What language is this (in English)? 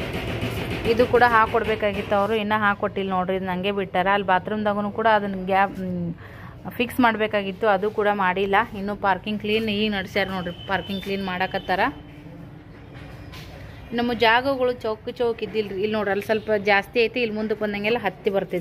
Kannada